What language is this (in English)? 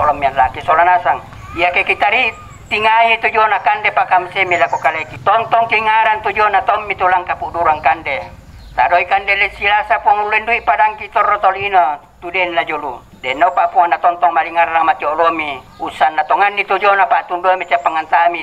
Toraja-Sa'dan